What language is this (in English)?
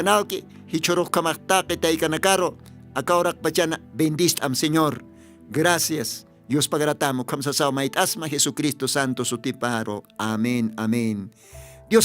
Aymara